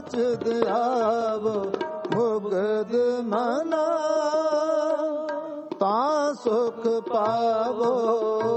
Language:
Punjabi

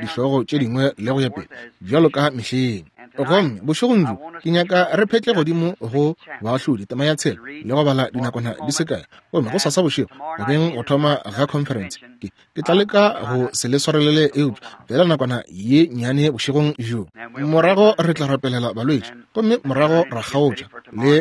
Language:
Northern Sotho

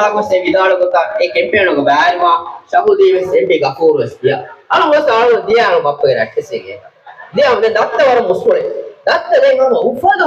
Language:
Divehi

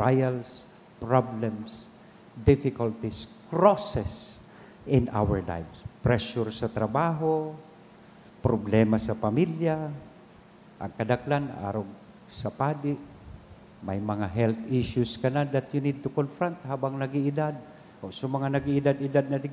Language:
Bikol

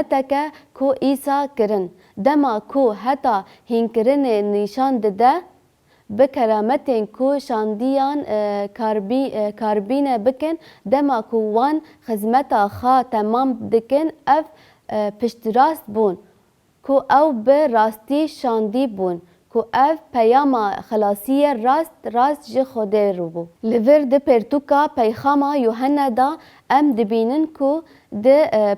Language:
Kurdish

